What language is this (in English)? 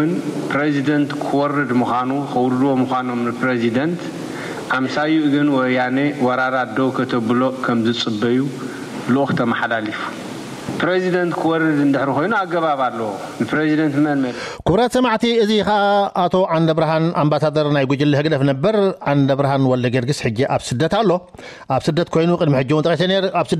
Tigrinya